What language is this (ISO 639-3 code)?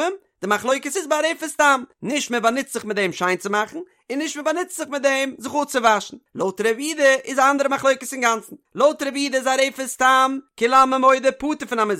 yid